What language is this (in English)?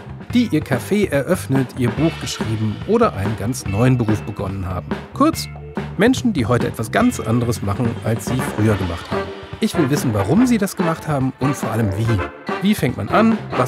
German